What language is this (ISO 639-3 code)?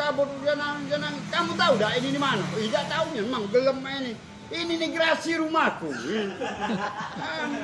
mui